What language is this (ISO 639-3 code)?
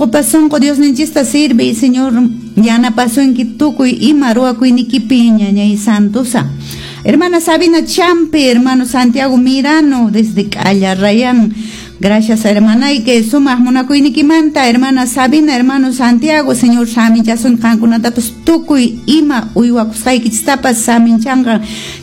que